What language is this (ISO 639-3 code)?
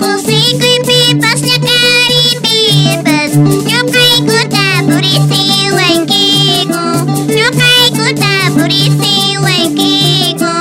que